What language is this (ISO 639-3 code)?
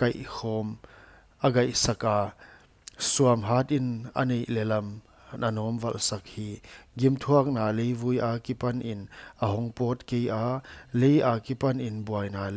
pck